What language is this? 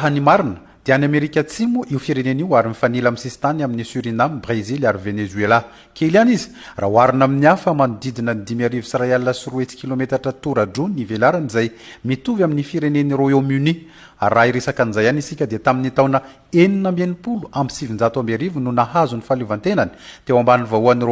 Malagasy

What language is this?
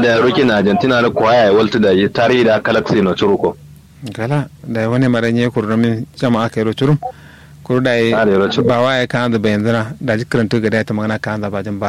Kanuri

